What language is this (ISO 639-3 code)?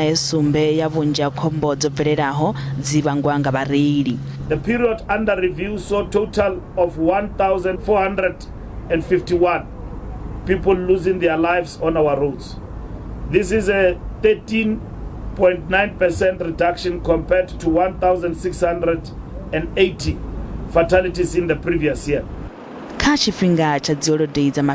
ven